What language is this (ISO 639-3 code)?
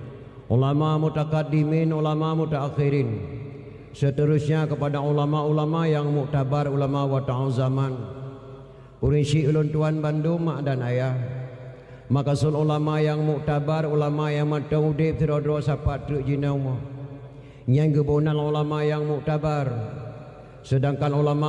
ace